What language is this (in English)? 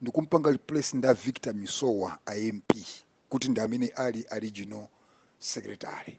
Nyanja